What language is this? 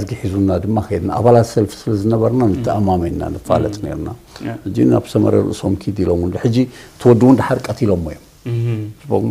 Tigrinya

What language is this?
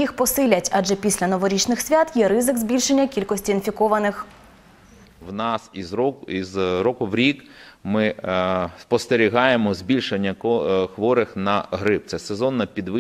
Ukrainian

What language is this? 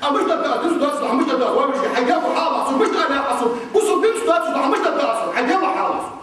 Ingush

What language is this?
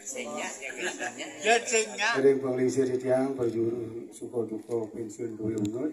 Balinese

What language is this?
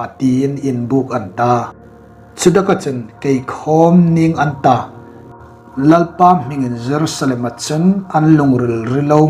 Hmar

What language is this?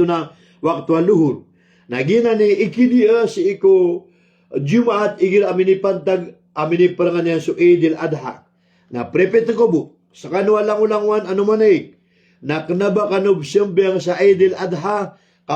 Maranao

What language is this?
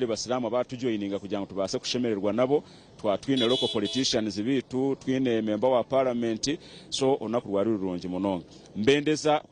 Nyankole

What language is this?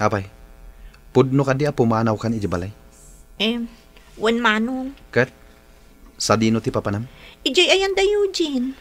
Iloko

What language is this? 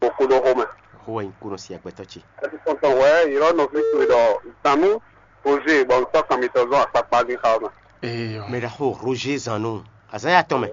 Fon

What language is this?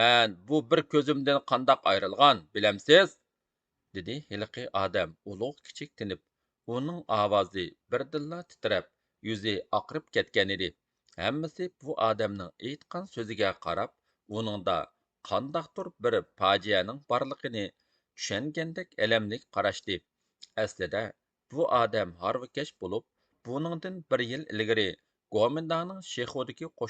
Uyghur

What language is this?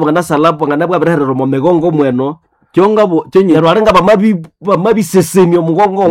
Nande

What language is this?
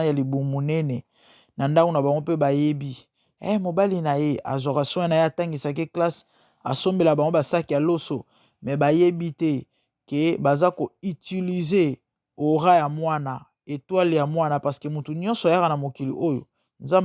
Lingala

